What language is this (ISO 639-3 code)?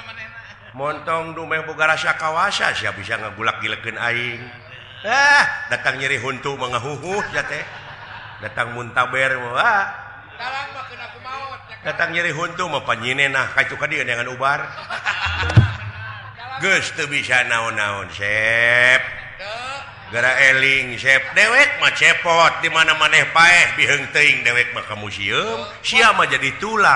sun